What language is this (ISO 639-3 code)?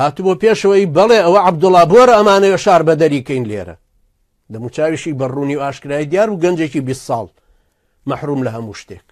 ckb